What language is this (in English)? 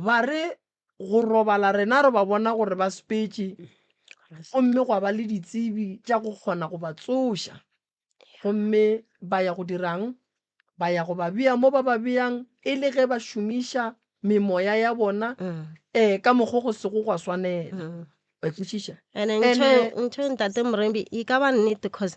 Northern Sotho